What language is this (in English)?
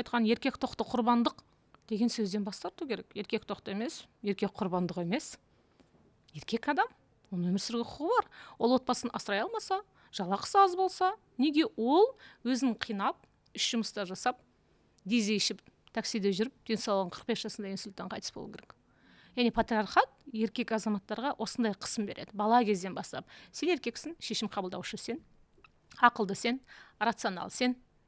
Kazakh